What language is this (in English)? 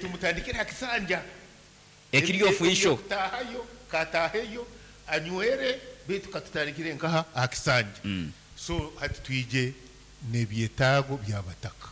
Nyankole